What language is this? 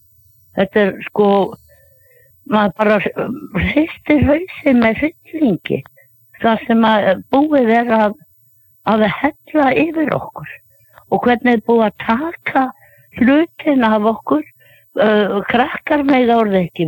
Icelandic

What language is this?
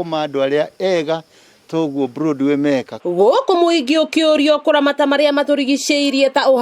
Kikuyu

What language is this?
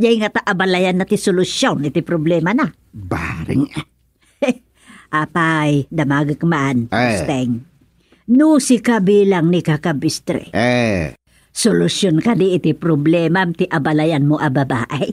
Iloko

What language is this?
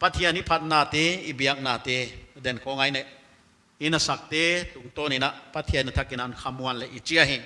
Paite Chin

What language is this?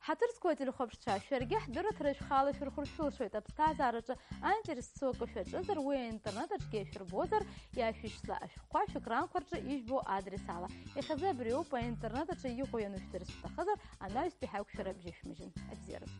Abkhazian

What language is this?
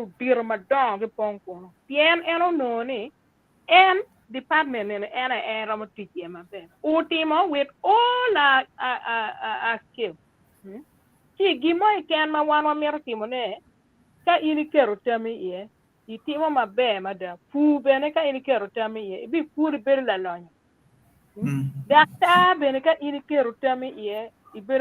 Acoli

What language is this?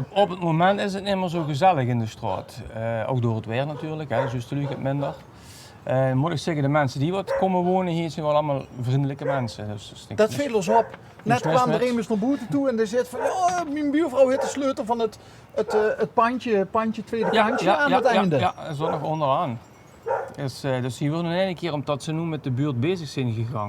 Limburgish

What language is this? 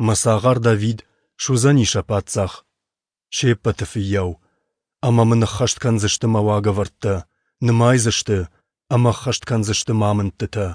Ossetic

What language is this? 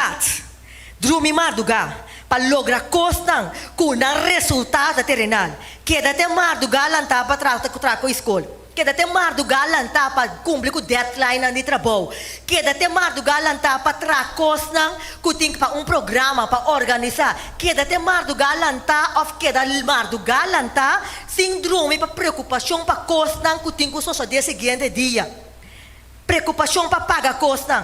Papiamento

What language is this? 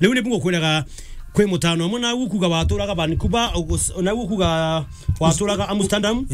Meru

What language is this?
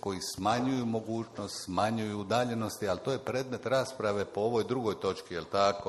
Croatian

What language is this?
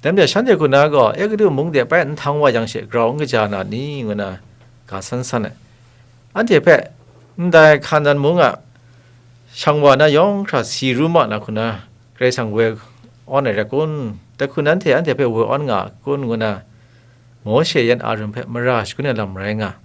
Kachin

